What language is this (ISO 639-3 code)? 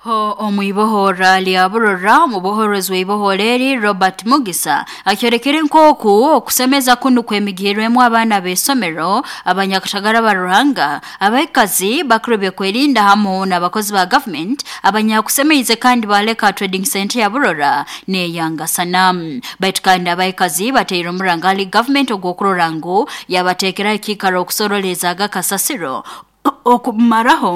nyo